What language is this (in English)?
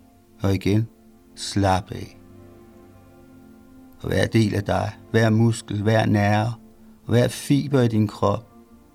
Danish